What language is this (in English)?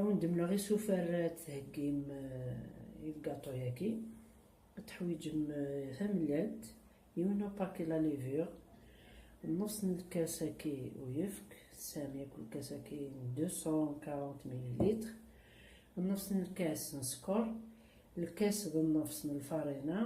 Kabyle